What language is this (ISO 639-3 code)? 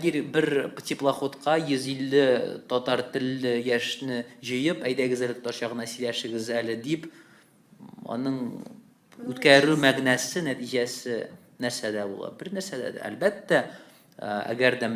tat